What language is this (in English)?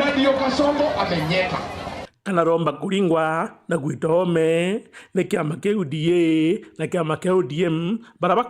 Meru